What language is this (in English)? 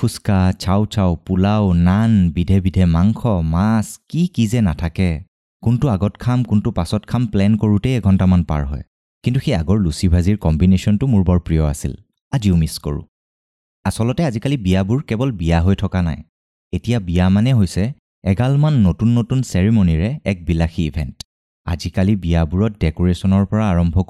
Assamese